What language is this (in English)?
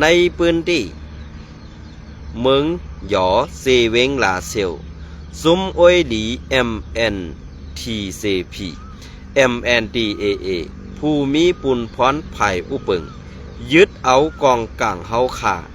Shan